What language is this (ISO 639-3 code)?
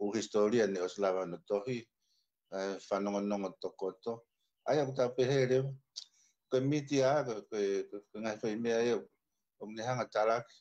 ton